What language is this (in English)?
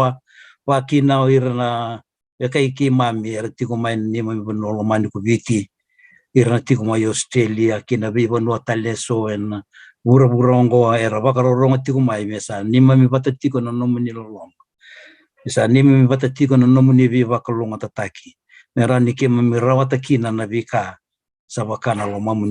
Fijian